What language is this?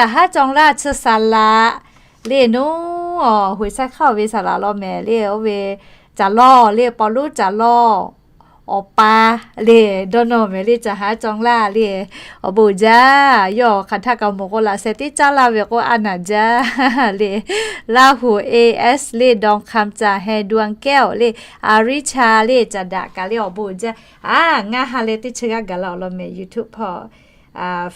Lahu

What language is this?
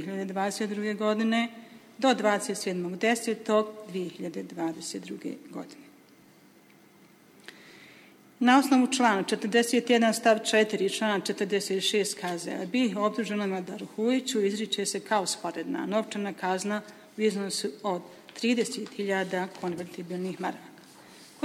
Bosnian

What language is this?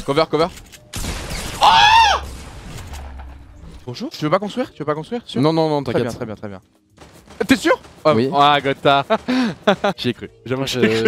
French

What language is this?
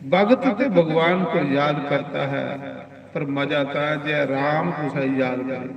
Dogri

